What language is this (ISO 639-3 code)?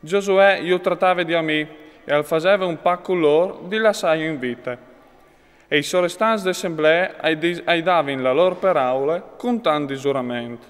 fur